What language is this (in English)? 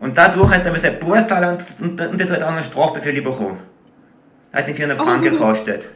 Swiss German